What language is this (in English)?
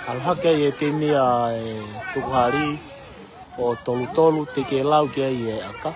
Tongan